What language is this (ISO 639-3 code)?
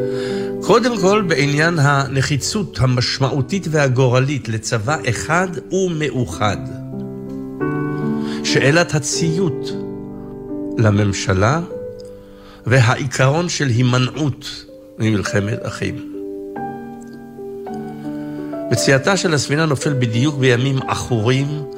heb